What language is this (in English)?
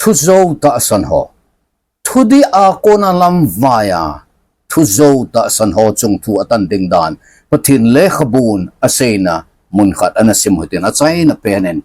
Thado Chin